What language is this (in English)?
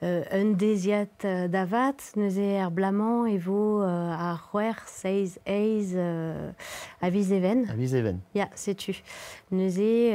Breton